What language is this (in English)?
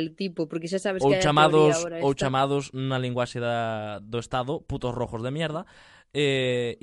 Galician